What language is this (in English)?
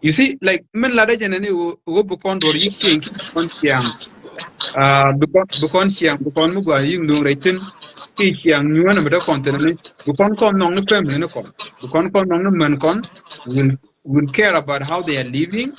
Nuer